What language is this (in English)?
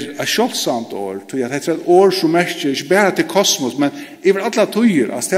Faroese